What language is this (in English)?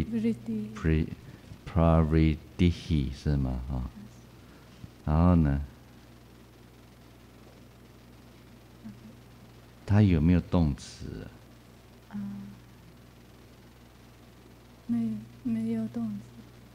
Chinese